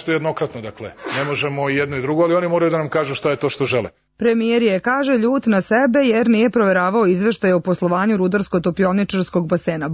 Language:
Serbian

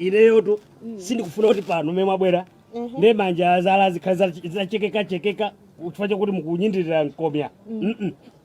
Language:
Nyanja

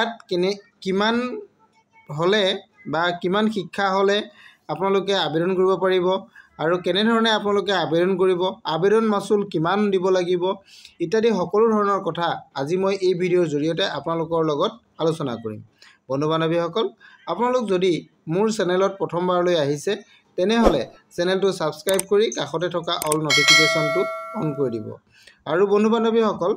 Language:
Assamese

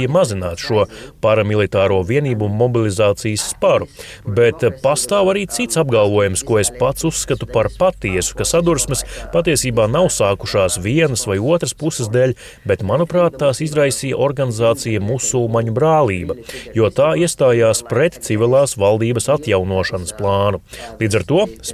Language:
Latvian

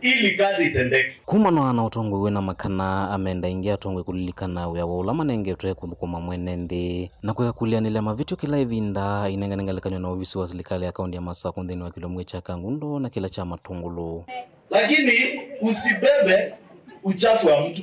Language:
Kamba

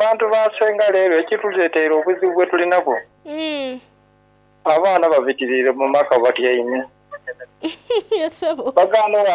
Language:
Soga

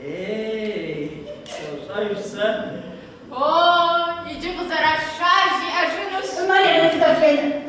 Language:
Kabardian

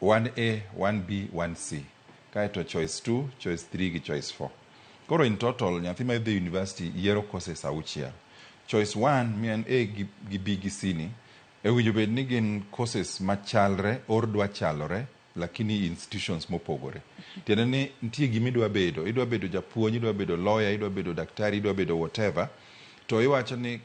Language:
Luo (Kenya and Tanzania)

